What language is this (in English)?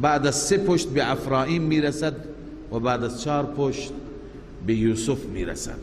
Persian